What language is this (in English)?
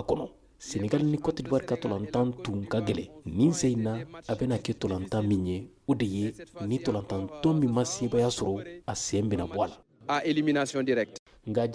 Bambara